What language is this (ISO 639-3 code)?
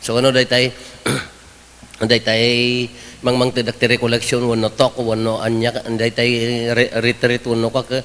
ilo